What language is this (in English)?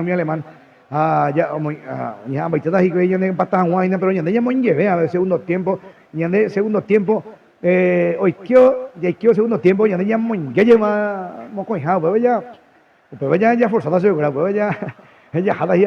Guarani